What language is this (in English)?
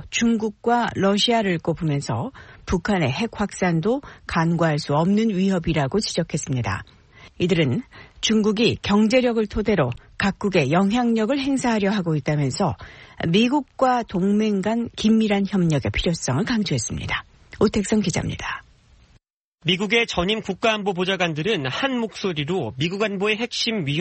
Korean